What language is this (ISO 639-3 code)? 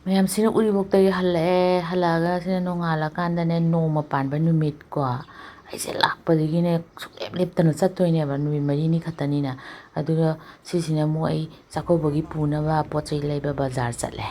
mni